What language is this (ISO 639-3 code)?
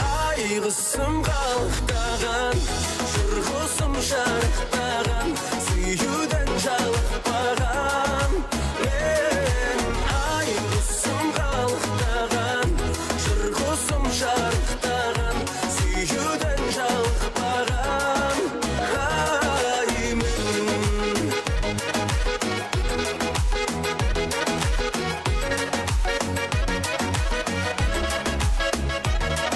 kaz